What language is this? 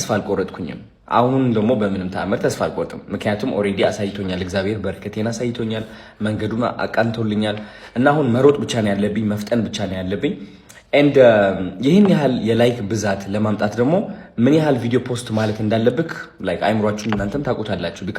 Amharic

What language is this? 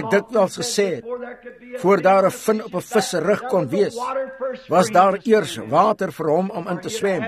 Afrikaans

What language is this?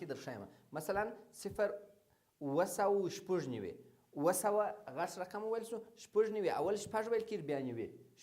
Pashto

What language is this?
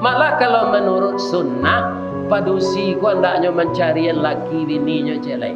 Minangkabau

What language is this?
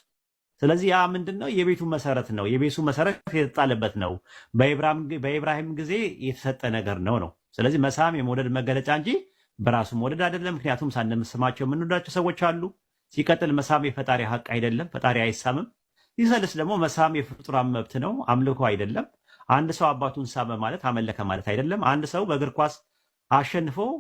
Amharic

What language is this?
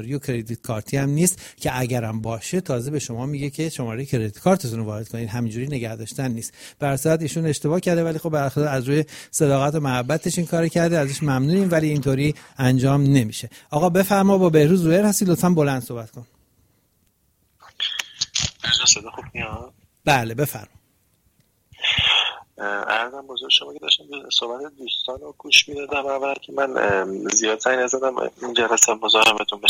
Persian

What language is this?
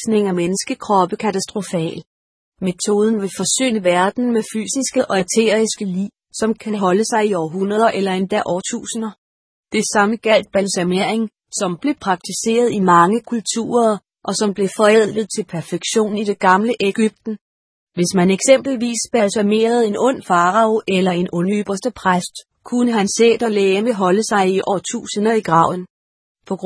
Danish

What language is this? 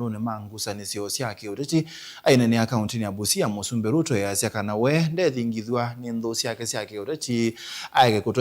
Kamba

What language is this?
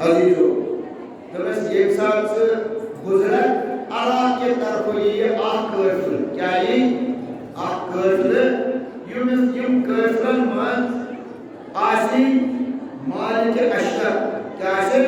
Kashmiri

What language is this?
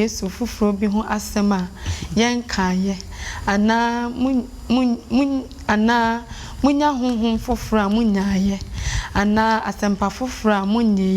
Akan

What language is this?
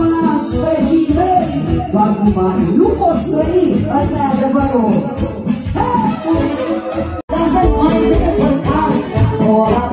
Romanian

